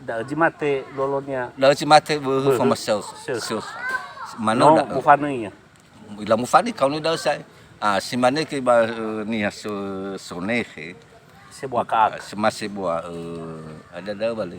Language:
Nias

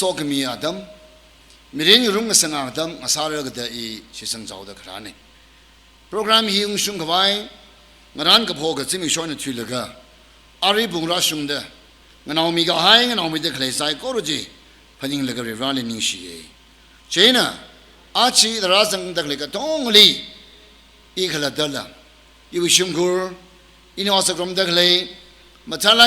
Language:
Tangkhul Naga (India)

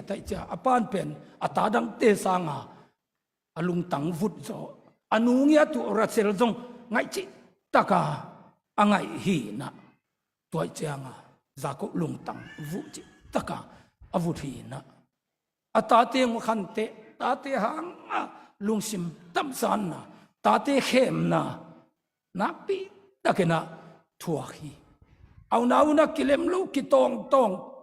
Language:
Tedim Chin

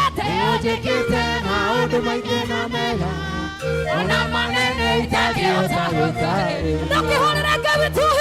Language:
Kikuyu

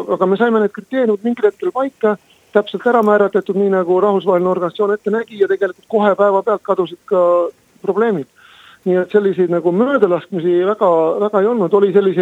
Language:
Estonian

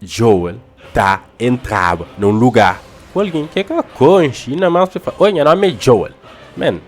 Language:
Kabuverdianu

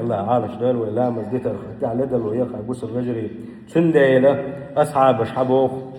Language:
Chechen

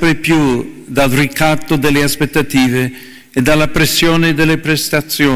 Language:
Italian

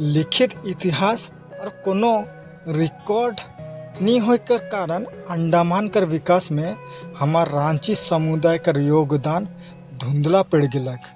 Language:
Sadri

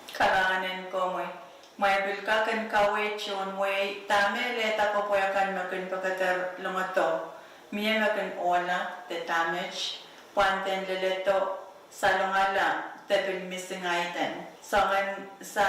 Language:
Pohnpeian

